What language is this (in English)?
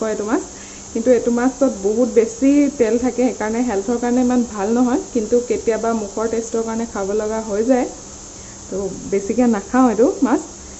Assamese